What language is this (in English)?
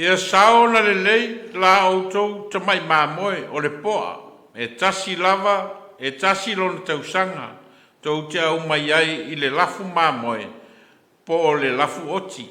Samoan